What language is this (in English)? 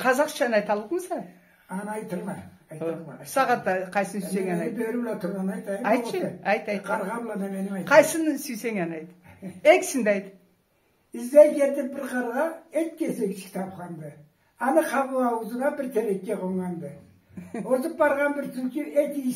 Karachay-Balkar